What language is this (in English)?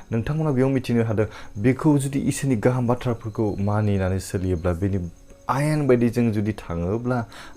Bodo